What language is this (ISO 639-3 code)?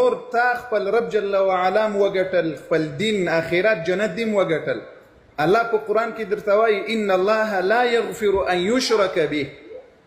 pus